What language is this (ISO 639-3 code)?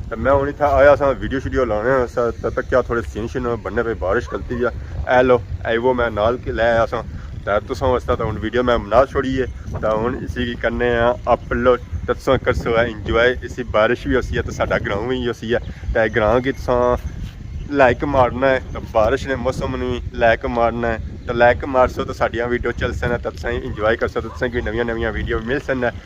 phr